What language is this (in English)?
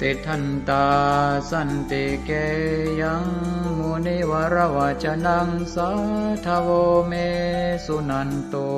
Pali